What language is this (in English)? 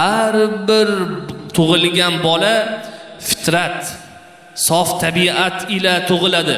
Uzbek